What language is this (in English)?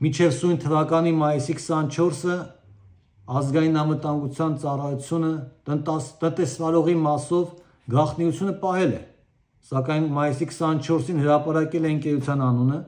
Armenian